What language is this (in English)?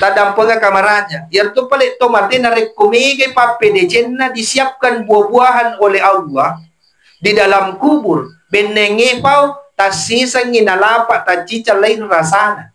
Buginese